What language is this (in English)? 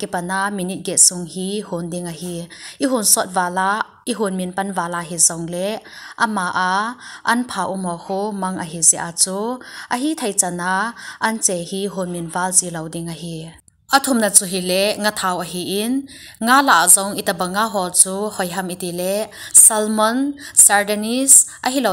Thado Chin